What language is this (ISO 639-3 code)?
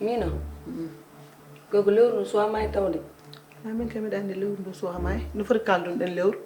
ful